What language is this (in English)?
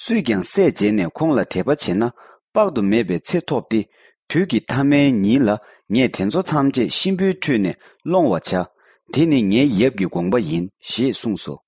Tibetan